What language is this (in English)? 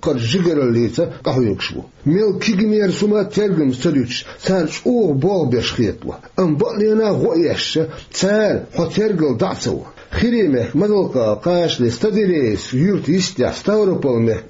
Chechen